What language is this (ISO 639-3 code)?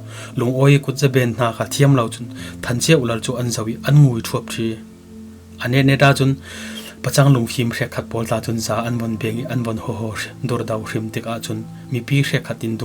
cfm